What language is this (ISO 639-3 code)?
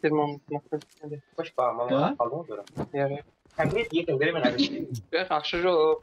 kaa